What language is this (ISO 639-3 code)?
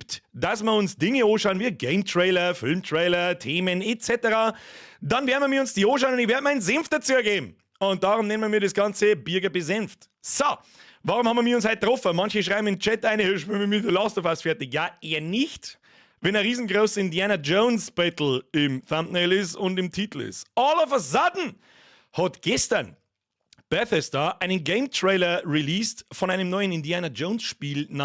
bar